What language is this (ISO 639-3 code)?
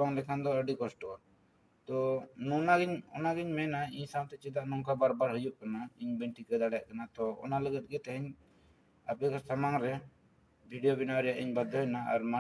sat